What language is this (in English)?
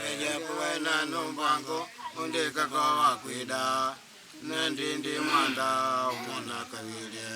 Makonde